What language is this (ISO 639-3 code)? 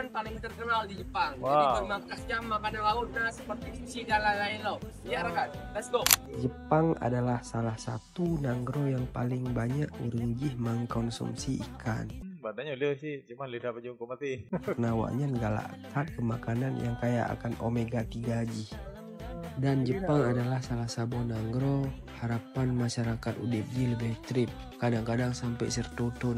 ace